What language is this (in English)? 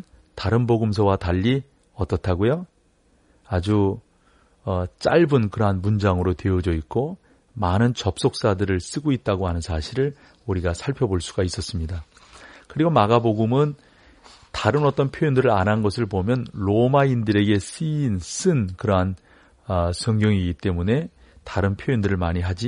Korean